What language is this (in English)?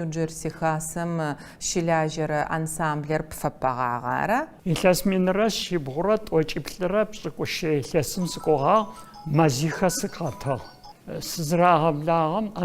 Adyghe